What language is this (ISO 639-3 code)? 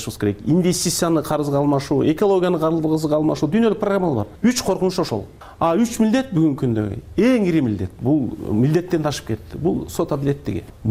kir